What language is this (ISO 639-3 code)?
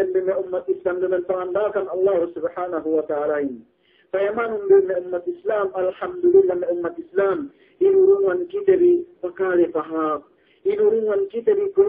yka